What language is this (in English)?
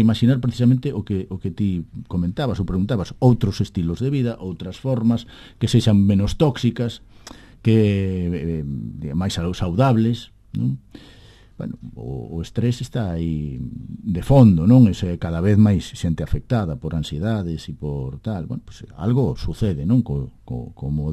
Galician